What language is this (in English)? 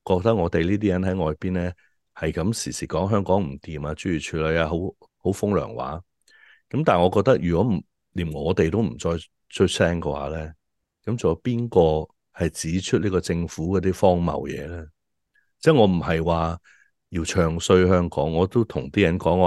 Cantonese